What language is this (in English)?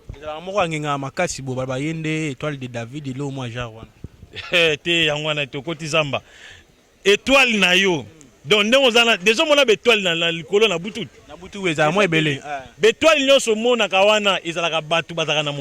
Lingala